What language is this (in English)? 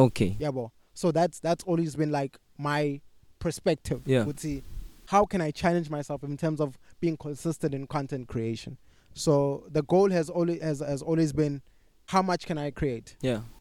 English